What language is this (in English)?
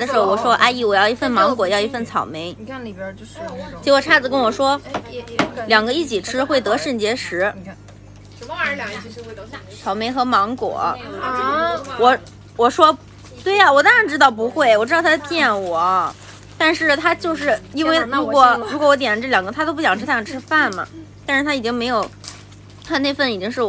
Chinese